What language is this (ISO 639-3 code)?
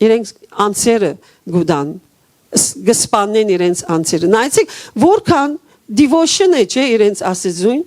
hyw